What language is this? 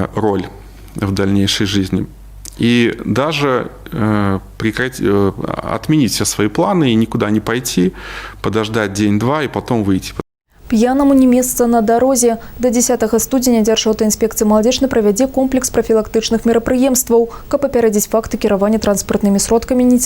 Belarusian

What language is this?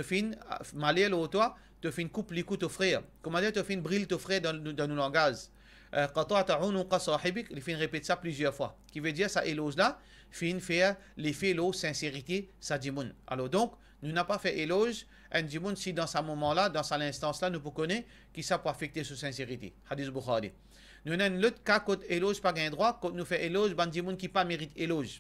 Morisyen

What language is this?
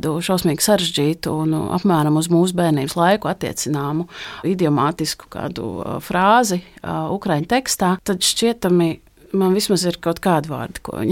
Latvian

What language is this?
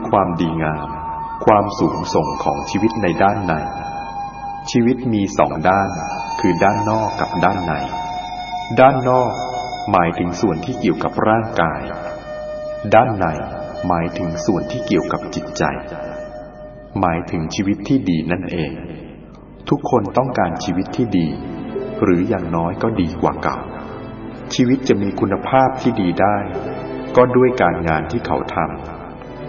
Thai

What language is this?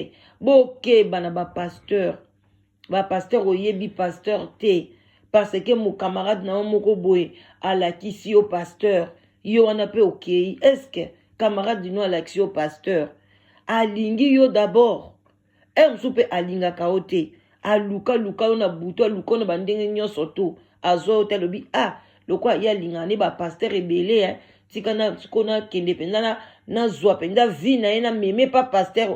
Lingala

